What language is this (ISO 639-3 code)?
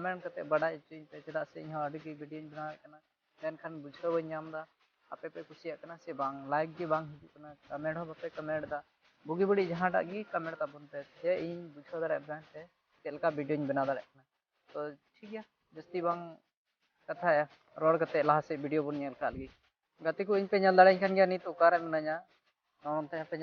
sat